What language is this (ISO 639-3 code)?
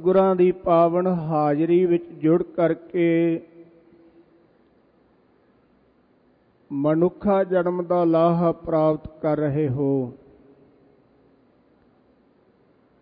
pan